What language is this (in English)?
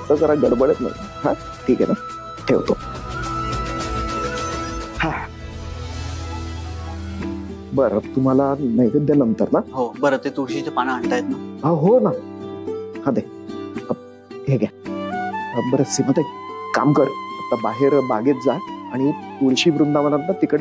Marathi